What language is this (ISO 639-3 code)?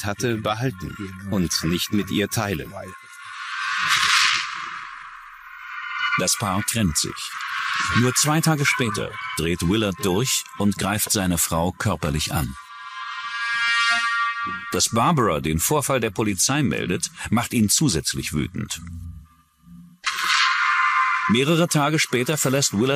deu